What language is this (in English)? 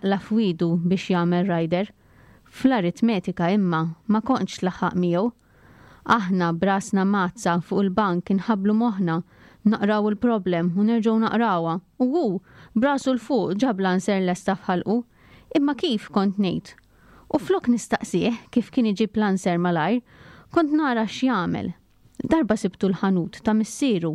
Maltese